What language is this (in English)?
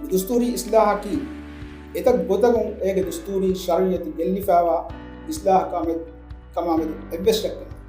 Divehi